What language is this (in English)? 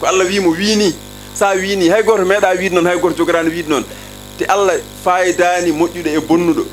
Fula